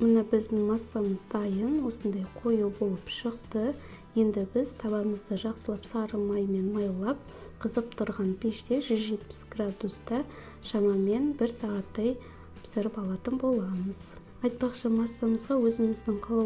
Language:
Kazakh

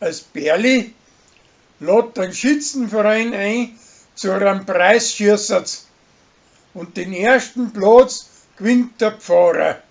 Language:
Bavarian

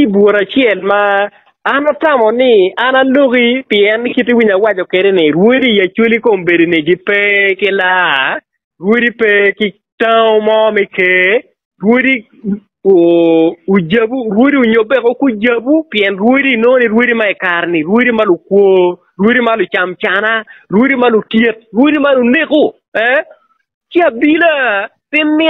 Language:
Acoli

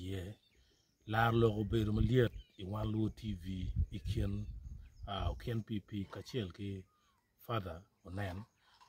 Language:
Acoli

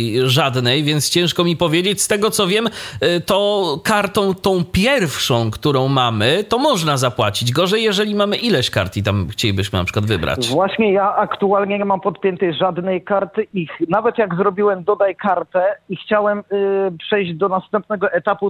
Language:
Polish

